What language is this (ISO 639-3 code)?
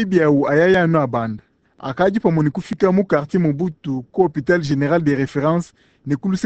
lua